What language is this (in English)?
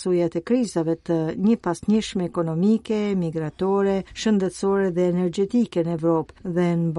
Albanian